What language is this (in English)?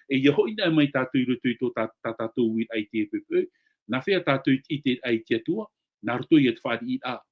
Tahitian